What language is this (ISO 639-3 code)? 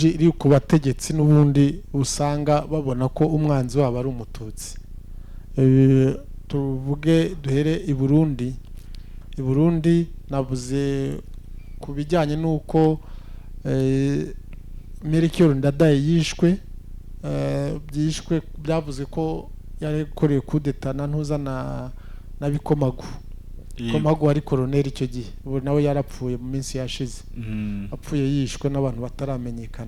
kin